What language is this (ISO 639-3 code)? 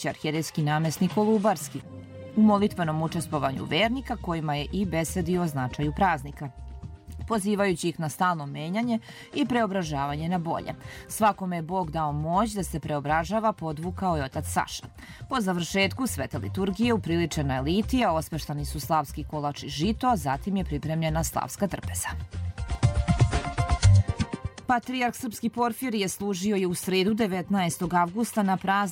srp